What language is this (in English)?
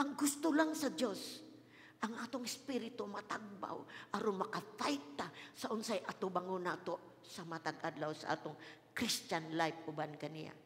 Cebuano